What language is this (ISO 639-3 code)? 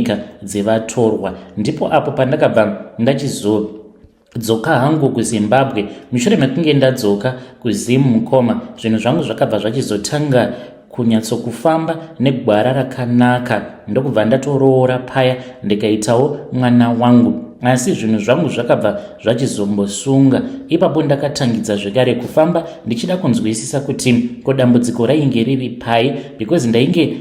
sna